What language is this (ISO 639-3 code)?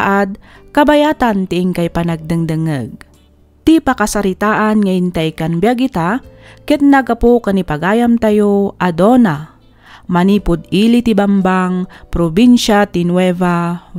ilo